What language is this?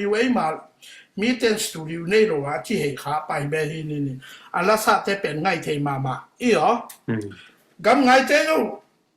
Tedim Chin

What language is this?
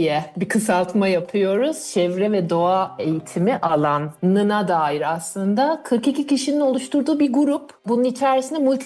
Turkish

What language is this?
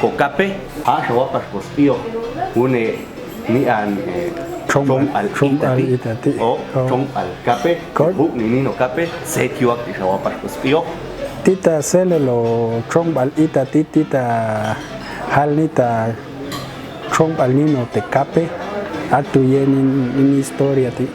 Popti'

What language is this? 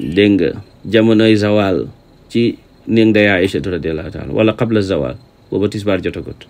Wolof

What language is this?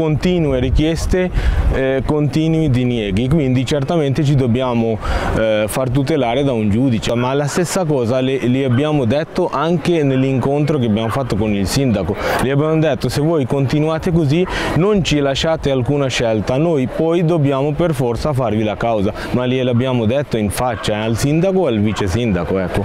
Italian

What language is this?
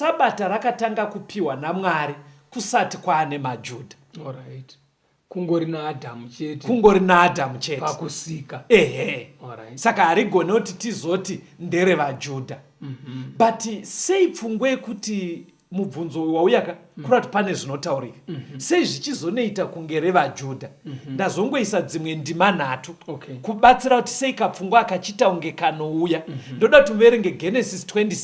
Shona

